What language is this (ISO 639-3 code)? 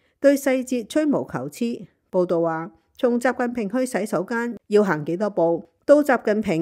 yue